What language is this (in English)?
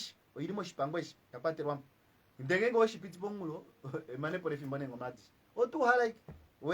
Kuanyama